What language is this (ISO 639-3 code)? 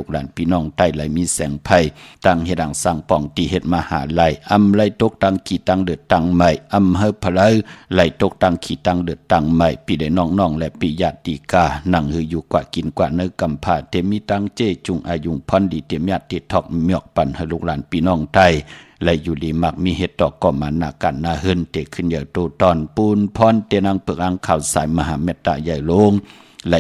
shn